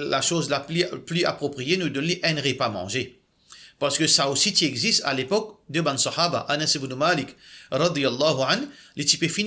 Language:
Morisyen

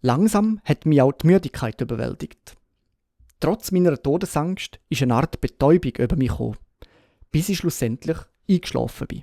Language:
Swiss German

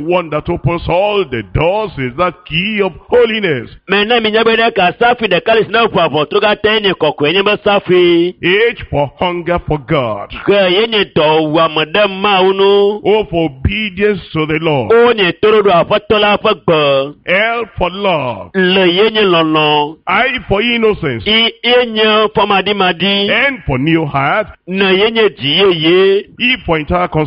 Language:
Ewe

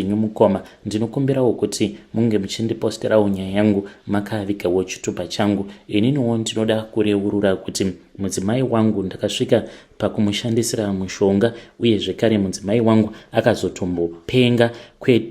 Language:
Shona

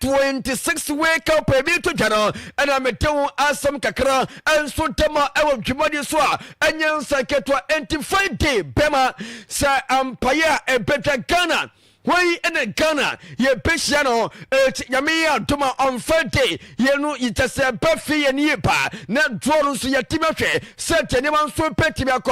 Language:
Akan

